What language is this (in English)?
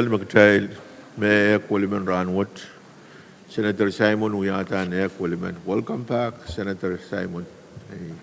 Pohnpeian